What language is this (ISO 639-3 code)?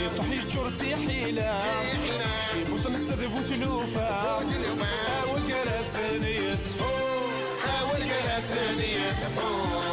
kab